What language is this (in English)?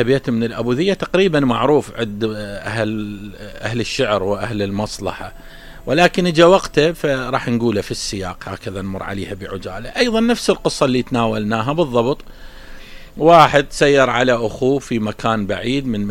Mesopotamian Arabic